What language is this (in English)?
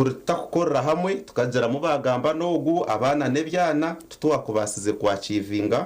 Nyankole